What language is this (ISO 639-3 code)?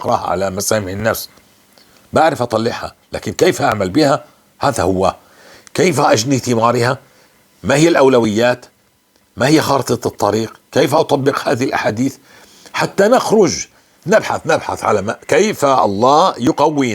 apc